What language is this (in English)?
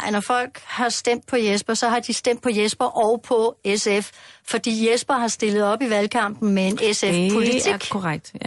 Danish